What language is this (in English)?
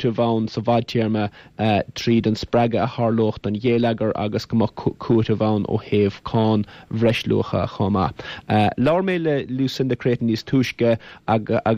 Irish